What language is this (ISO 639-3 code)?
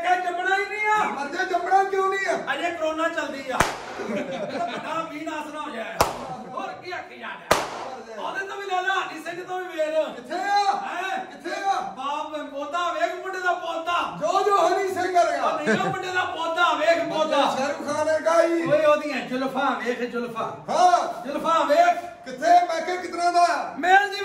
pan